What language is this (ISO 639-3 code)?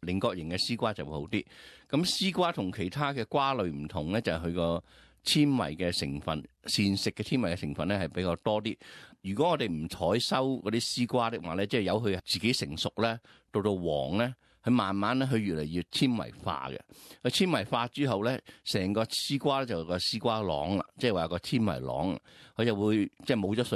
yue